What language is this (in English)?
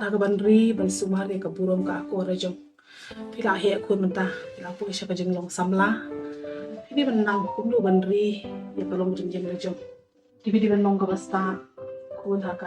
Khasi